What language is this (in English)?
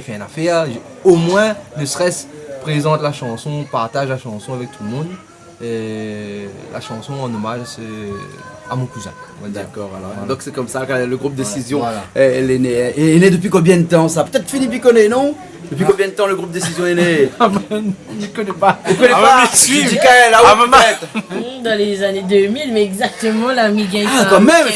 Réunion Creole French